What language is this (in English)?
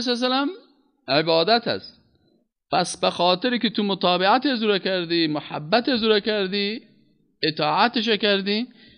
Persian